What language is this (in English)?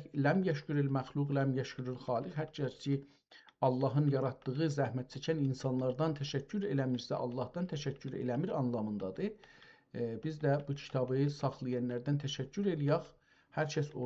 South Azerbaijani